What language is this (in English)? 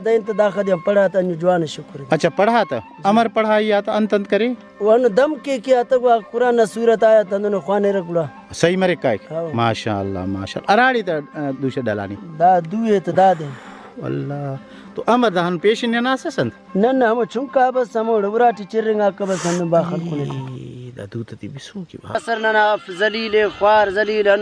Brahui